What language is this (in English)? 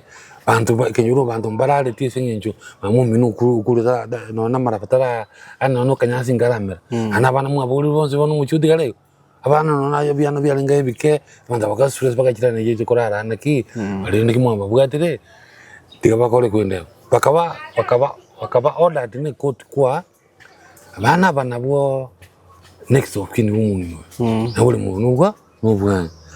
Gusii